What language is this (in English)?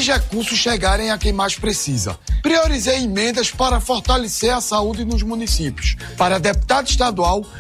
Portuguese